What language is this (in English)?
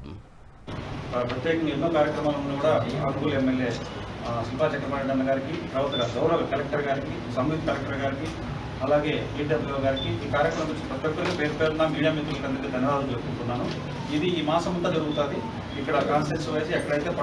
Telugu